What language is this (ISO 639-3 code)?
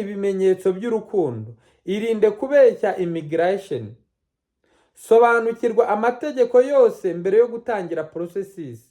kin